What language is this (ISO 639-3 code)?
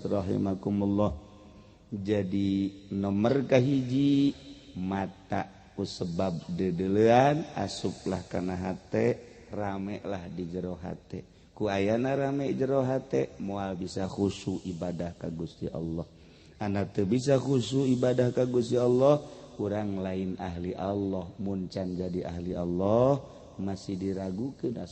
sun